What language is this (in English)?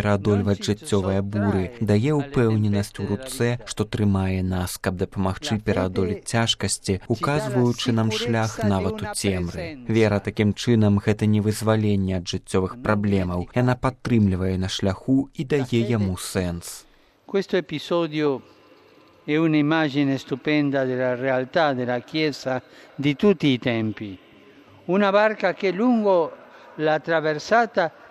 Belarusian